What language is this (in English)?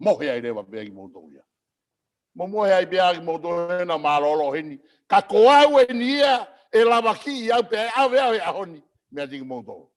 Tongan